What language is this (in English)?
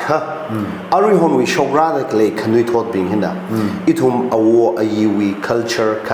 Tangkhul Naga (India)